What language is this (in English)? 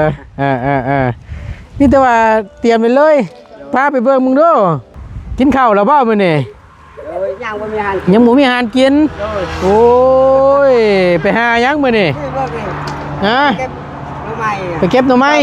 Northeastern Thai